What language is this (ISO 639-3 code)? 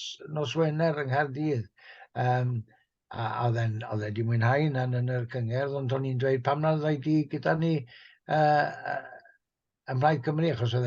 cym